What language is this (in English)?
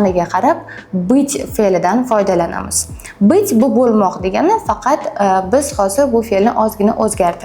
Uzbek